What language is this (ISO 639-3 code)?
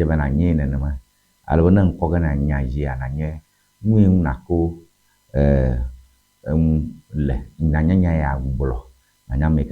ewe